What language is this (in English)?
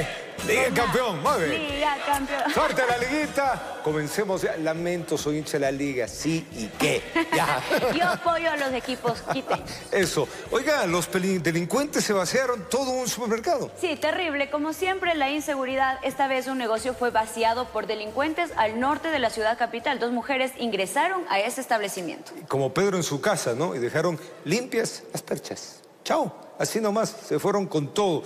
Spanish